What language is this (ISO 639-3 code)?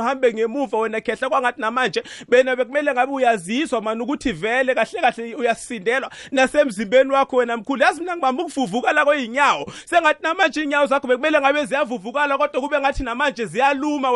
nbl